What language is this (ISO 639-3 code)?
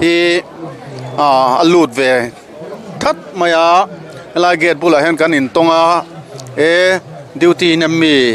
lus